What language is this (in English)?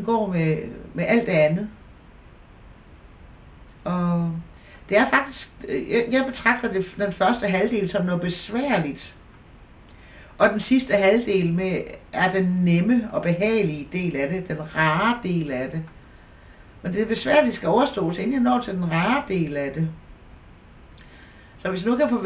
Danish